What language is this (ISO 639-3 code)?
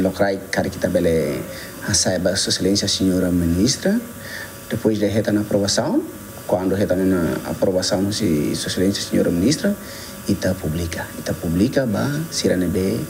tet